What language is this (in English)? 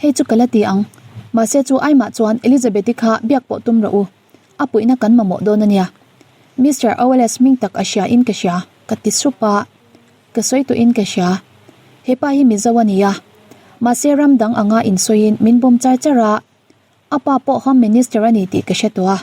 Mizo